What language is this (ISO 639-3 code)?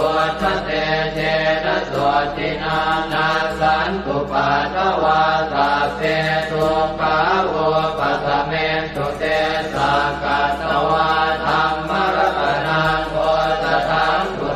pli